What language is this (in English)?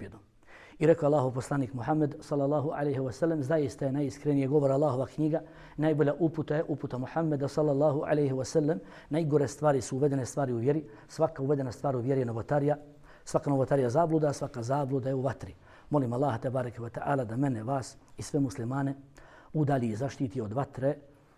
Bosnian